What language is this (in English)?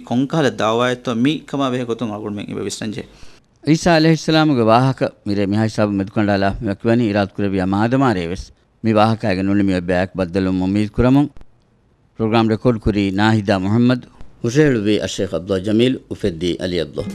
Divehi